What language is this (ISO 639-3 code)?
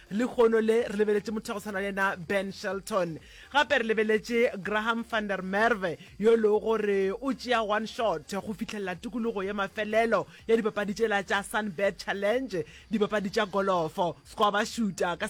nso